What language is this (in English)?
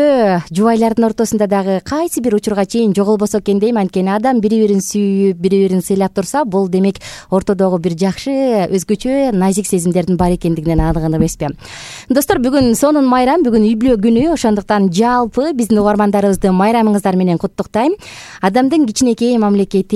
Kyrgyz